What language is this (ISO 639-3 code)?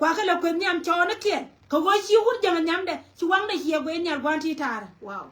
nus